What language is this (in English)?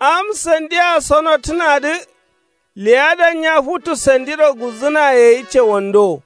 Kanuri